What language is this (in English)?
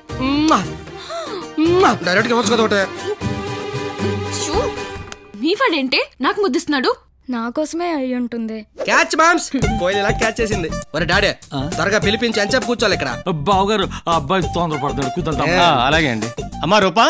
Telugu